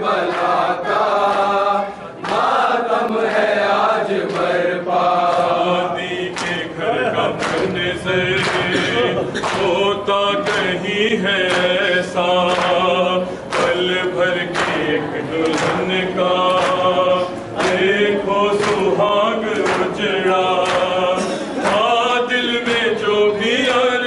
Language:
Urdu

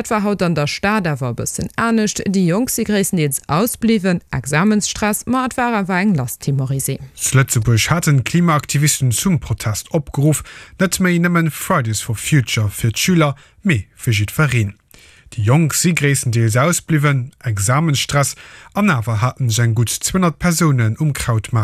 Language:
Luxembourgish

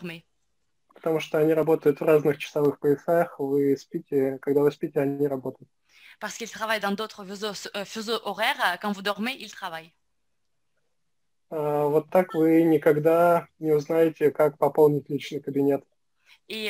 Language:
French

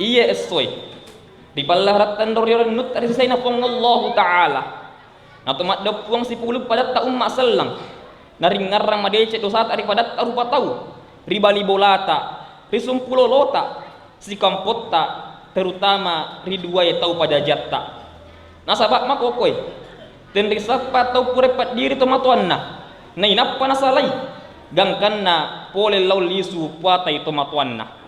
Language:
Buginese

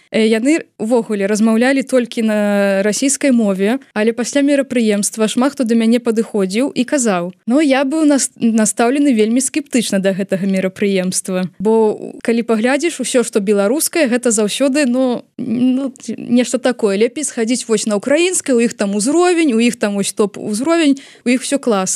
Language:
Belarusian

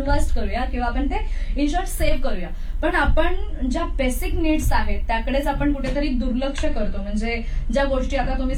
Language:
Marathi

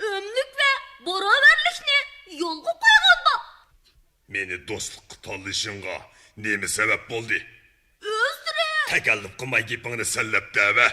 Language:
Uyghur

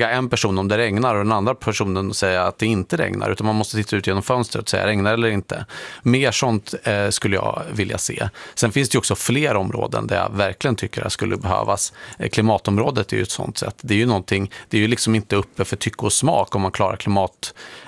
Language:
Swedish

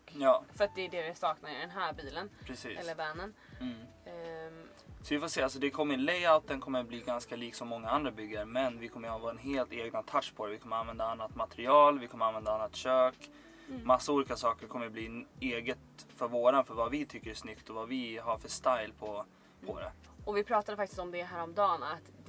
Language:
Swedish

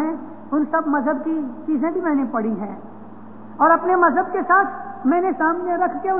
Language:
Urdu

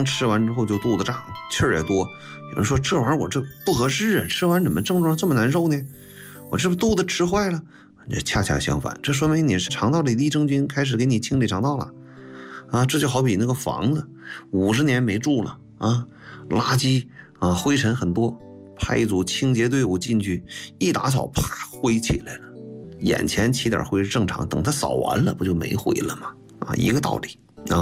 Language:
Chinese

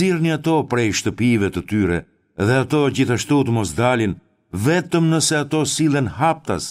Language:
Albanian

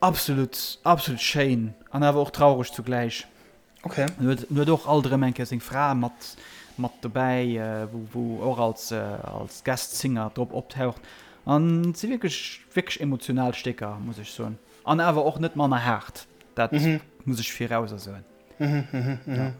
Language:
Luxembourgish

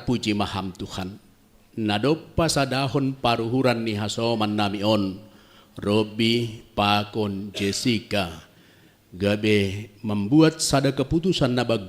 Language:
Batak Simalungun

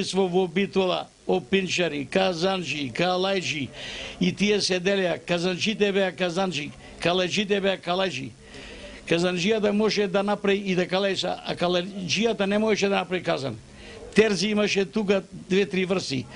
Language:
Macedonian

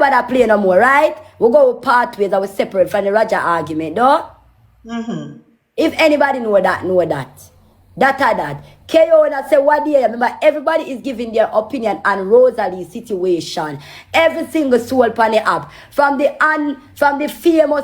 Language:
Jamaican Creole English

